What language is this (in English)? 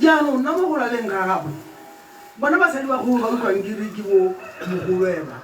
Tswana